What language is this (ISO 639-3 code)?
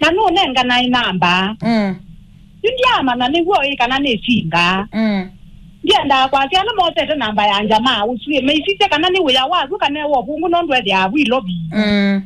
kam